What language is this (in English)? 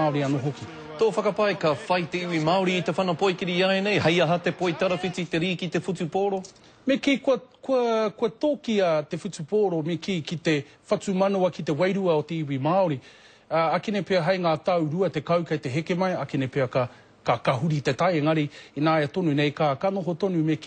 Māori